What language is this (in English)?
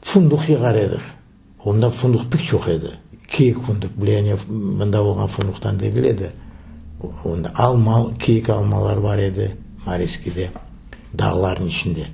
Crimean Tatar